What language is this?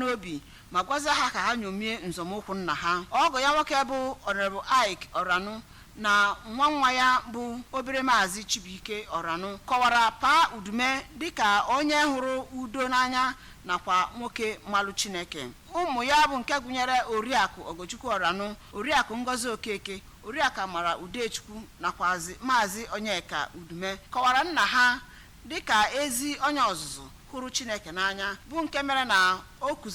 Igbo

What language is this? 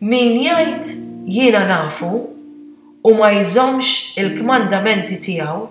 Maltese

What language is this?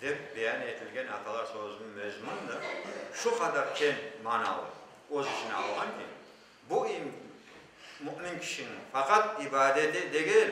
Crimean Tatar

